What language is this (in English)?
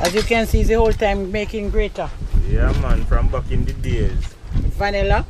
Jamaican Creole English